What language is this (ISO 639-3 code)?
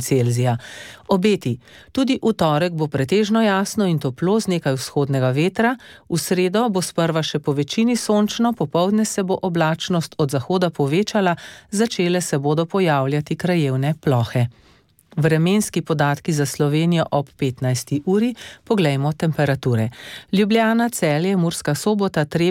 slv